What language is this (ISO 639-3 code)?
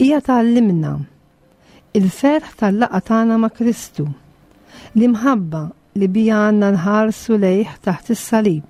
mlt